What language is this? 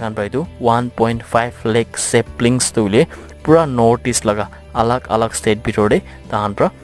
Naga Pidgin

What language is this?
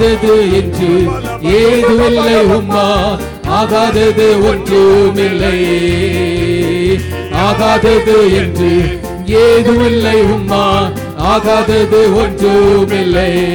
Tamil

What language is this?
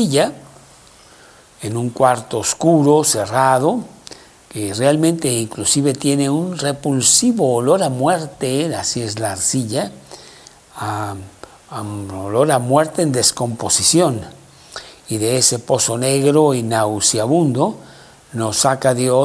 Spanish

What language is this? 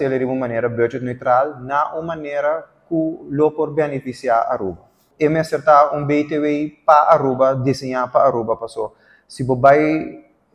Papiamento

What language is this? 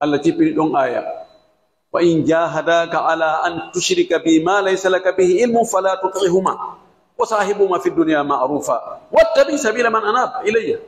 Fula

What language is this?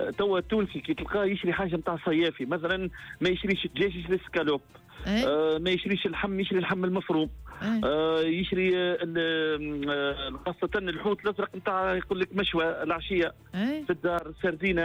Tunisian Arabic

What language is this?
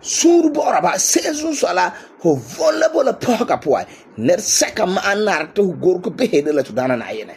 Frafra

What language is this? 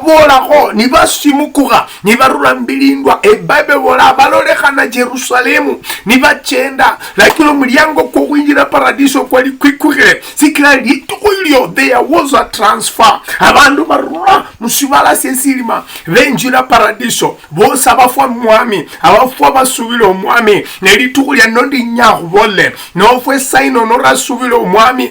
Luyia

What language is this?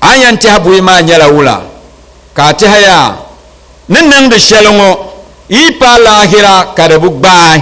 Dagbani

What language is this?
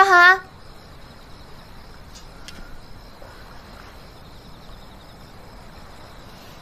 Chinese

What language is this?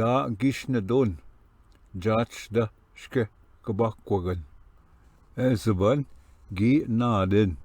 Ojibwa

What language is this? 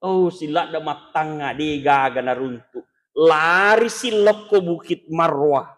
Buginese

